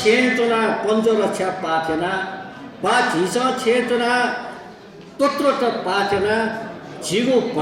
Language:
Newari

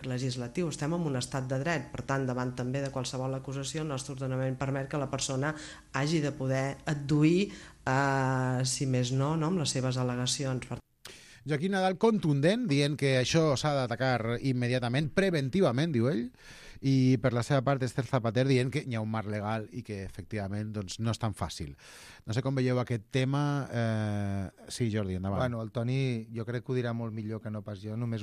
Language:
Catalan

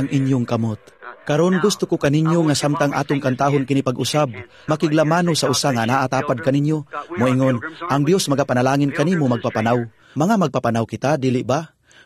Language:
Cebuano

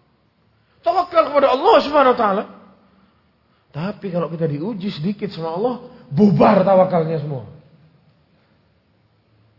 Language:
Indonesian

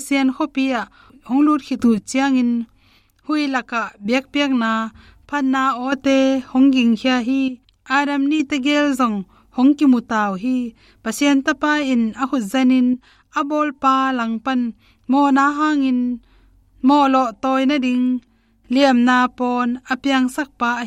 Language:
Tedim Chin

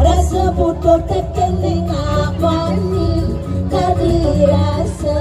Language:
Balinese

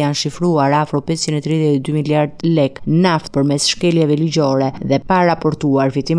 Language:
Albanian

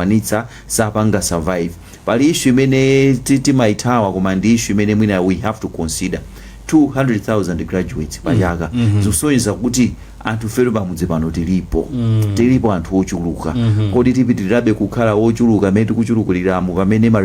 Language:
Nyanja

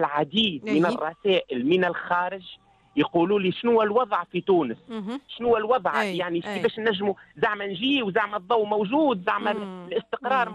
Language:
Tunisian Arabic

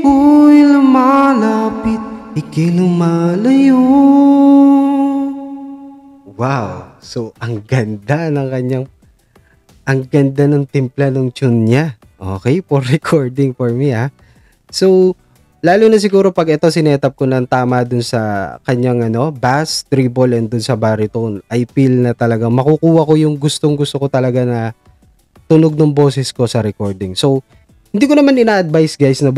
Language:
Filipino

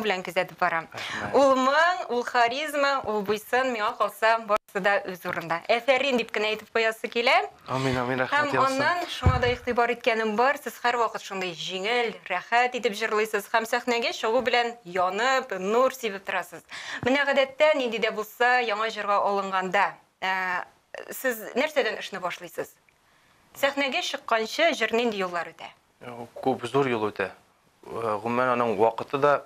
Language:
Tatar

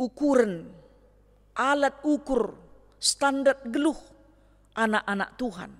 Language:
Batak Karo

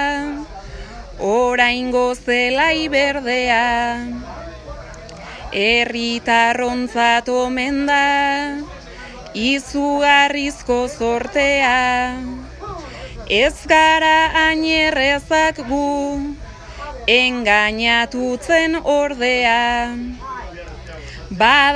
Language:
Basque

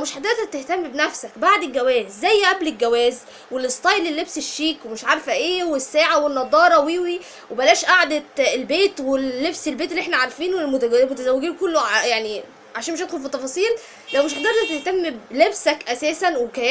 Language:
Egyptian Arabic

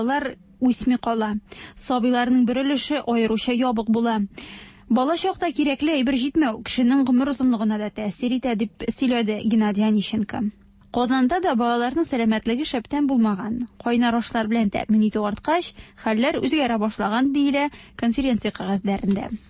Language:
Tatar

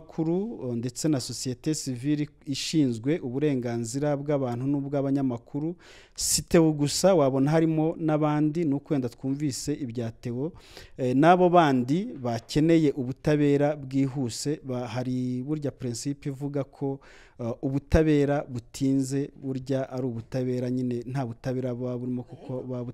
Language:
Kinyarwanda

